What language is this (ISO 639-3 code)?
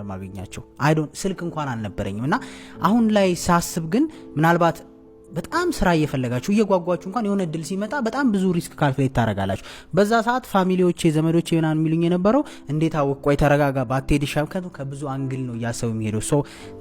amh